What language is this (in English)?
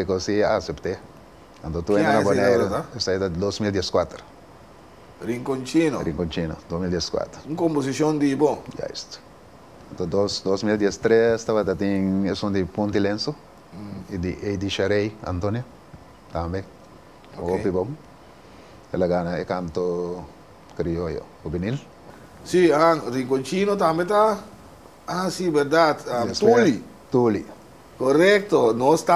Papiamento